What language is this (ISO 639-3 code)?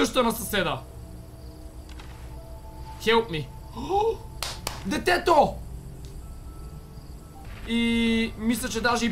bul